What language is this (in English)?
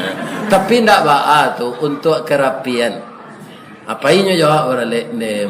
Minangkabau